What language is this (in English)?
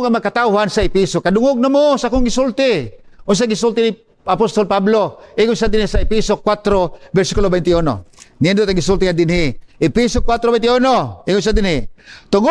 Cebuano